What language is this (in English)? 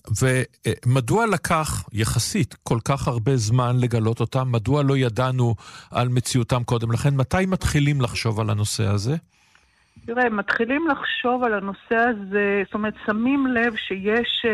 Hebrew